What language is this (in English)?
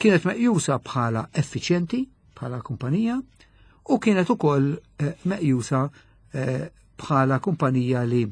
Maltese